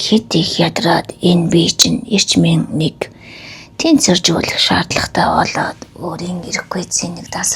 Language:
Mongolian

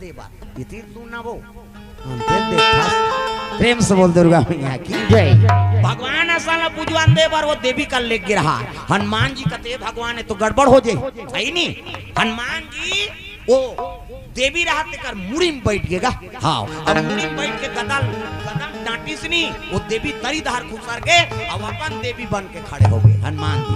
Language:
Chhattisgarhi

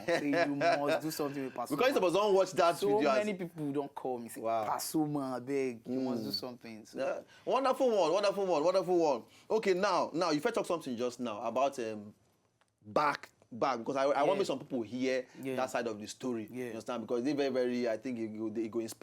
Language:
Nigerian Pidgin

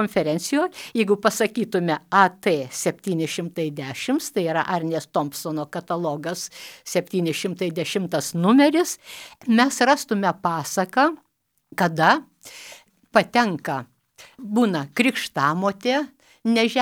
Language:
Lithuanian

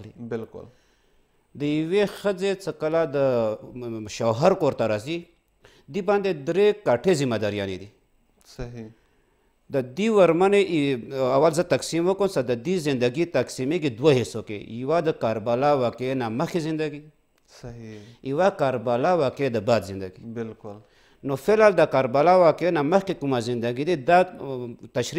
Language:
Pashto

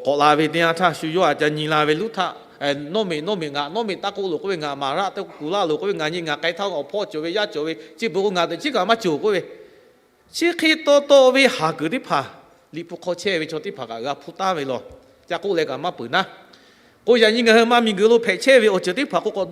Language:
Lahu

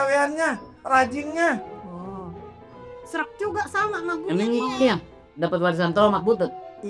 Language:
Betawi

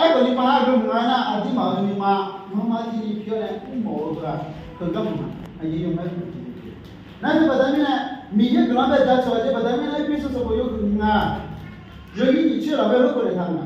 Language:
Akha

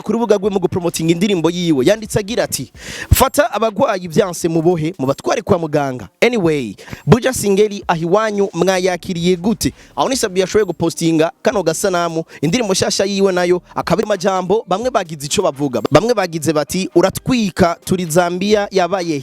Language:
Rundi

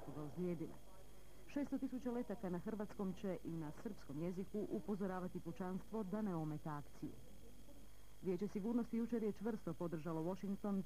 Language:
Croatian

